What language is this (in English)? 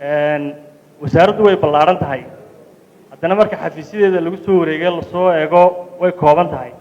Somali